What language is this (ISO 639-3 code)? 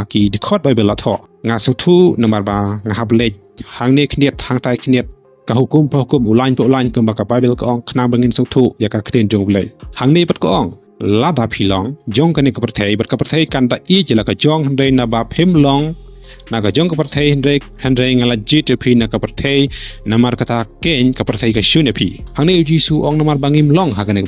kha